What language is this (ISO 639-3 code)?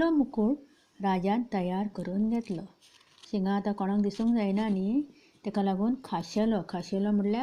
kok